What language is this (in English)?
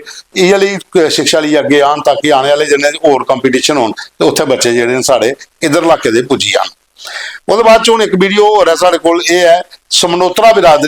Dogri